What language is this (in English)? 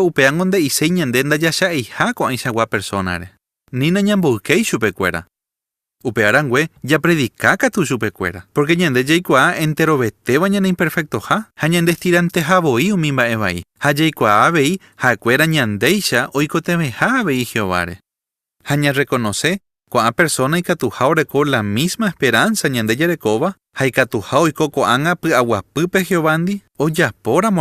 Guarani